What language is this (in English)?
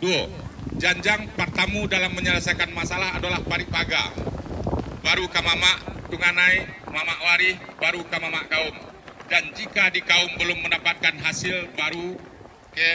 Minangkabau